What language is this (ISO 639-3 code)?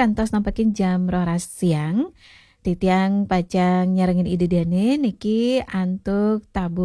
ban